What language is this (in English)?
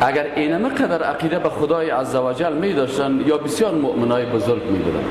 Persian